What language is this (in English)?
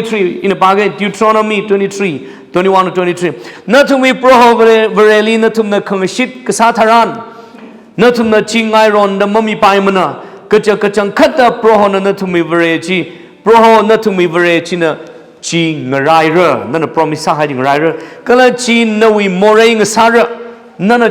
Tangkhul Naga (India)